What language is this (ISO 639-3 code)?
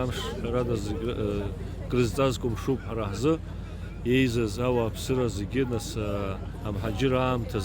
abk